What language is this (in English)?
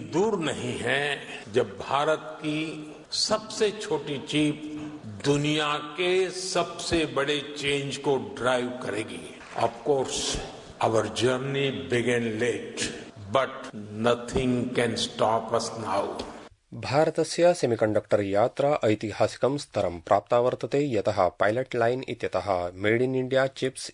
Sanskrit